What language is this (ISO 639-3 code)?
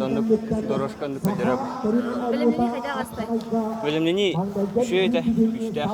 sah